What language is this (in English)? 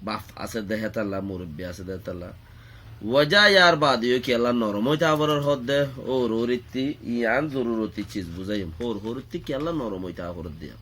Rohingya